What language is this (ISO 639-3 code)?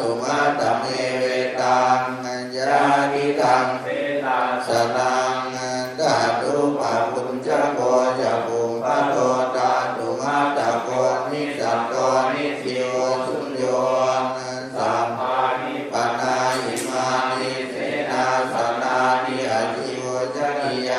pli